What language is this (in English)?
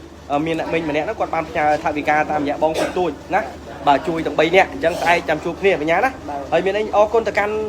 Khmer